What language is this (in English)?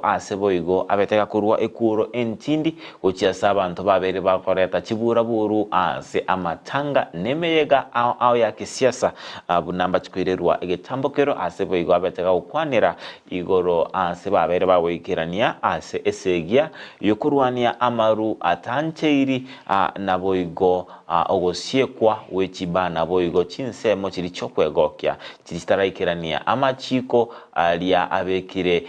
Gusii